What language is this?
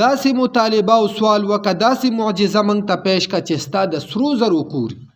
Pashto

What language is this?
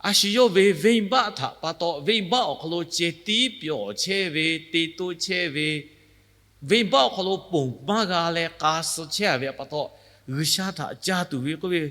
Lahu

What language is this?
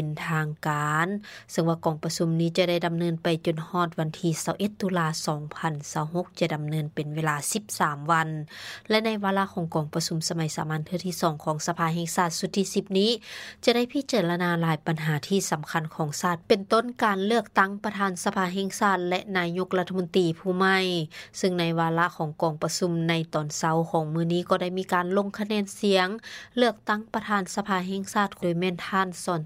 Lao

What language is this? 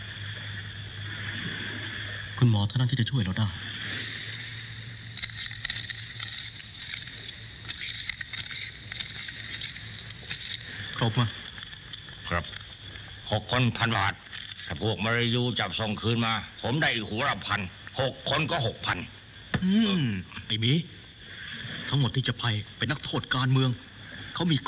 Thai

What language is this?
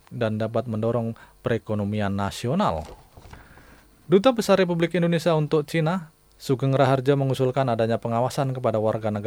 Indonesian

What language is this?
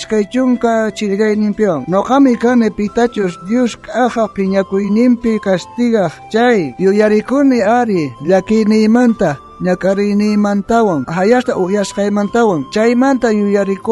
South Bolivian Quechua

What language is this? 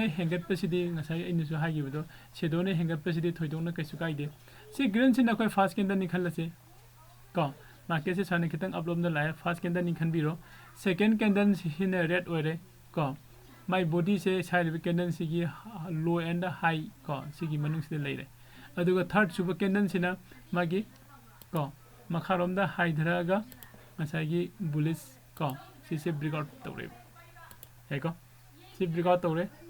Manipuri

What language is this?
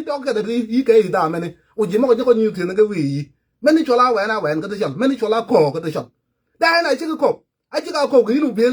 Nuer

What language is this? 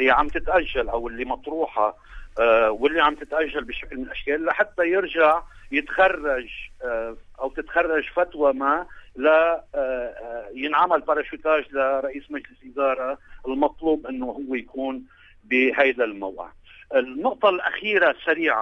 North Levantine Arabic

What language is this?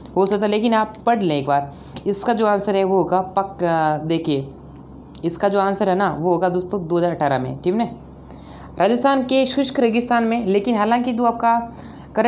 Hindi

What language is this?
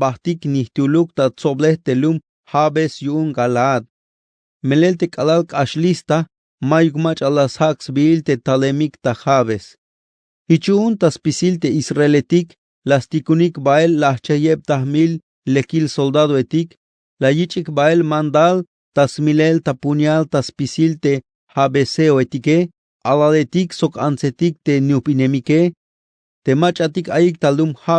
Tzeltal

